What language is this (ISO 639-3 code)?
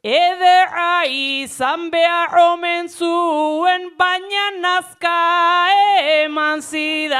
eus